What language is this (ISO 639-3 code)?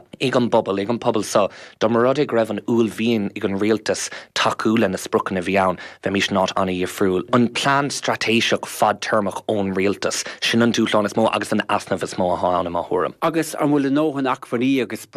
gle